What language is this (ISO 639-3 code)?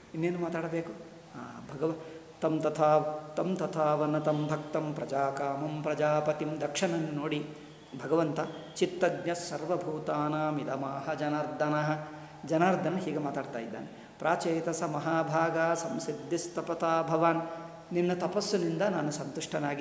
kan